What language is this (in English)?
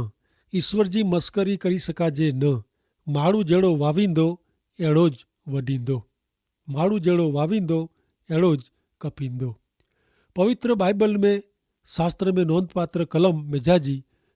Kachhi